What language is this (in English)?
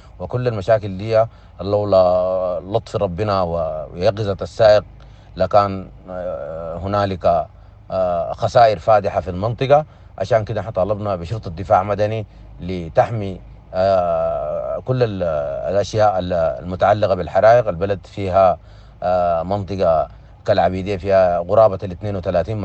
Sudanese Arabic